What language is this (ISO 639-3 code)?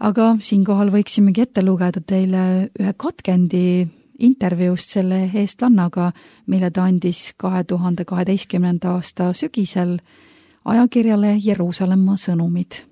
est